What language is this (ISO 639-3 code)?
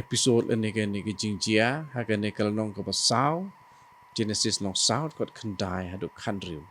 kha